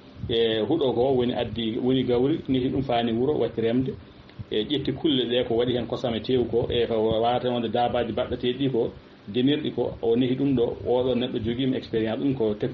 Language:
Fula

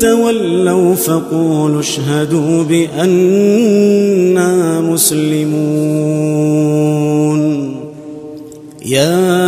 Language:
Arabic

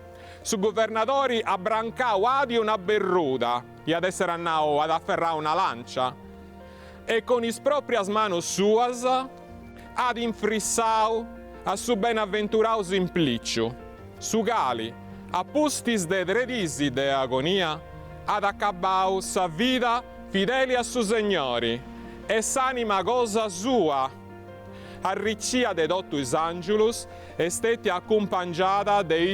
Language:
Sardinian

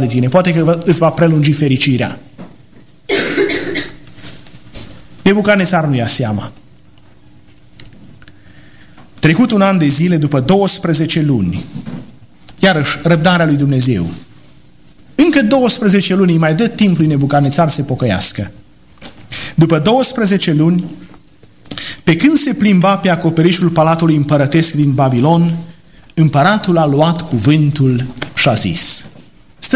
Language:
Romanian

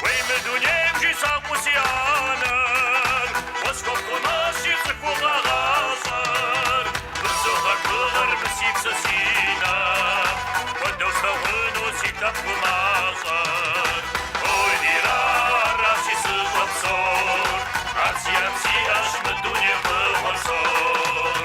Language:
Kabardian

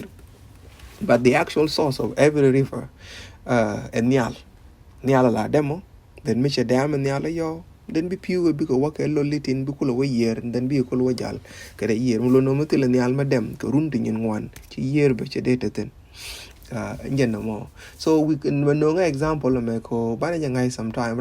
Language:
Nuer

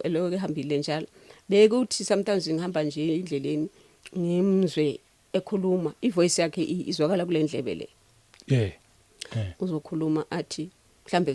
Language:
Zulu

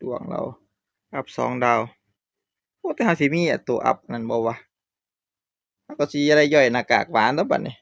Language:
Northeastern Thai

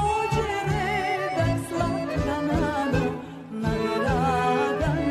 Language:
Serbian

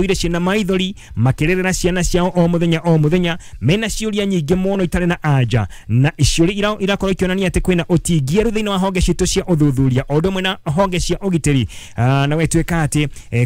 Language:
Kikuyu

